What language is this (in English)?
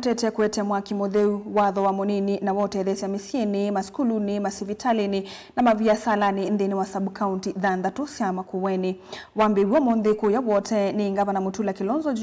Kamba